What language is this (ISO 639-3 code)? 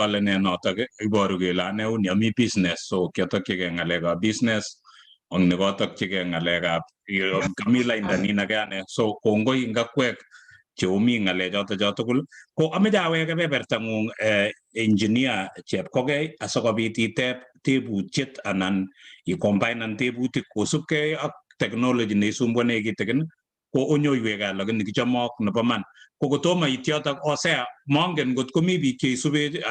kln